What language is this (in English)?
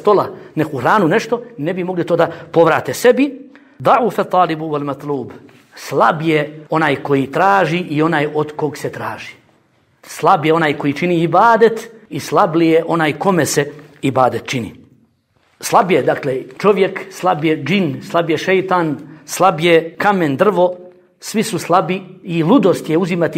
Bosnian